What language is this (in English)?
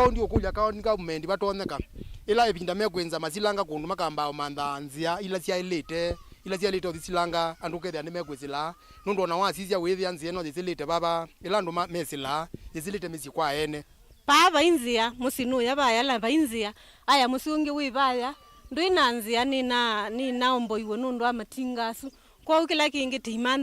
Kamba